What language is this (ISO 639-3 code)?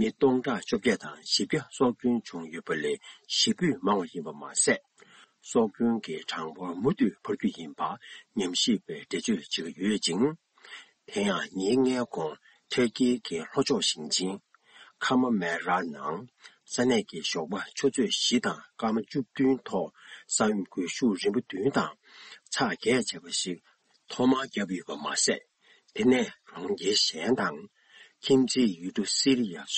bod